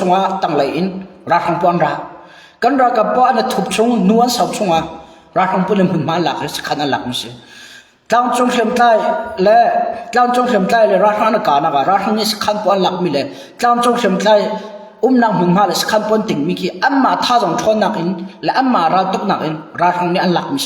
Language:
Hakha Chin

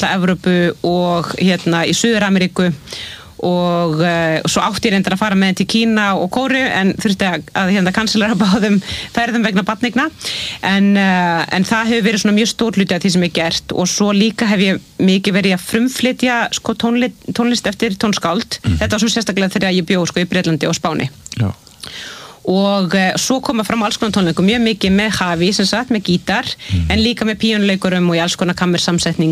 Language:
Icelandic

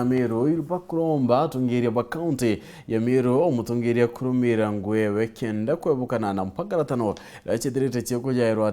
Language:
Meru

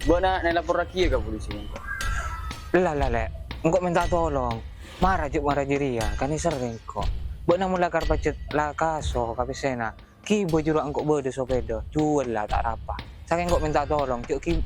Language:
Madurese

